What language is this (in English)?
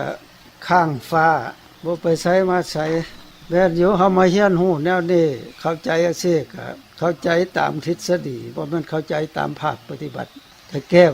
Lao